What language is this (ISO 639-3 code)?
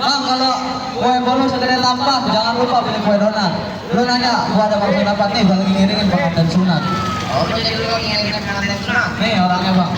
bew